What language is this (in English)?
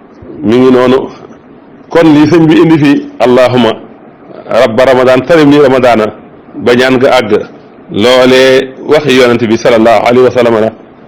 Wolof